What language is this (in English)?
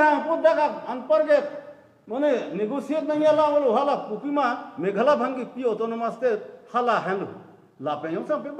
Karbi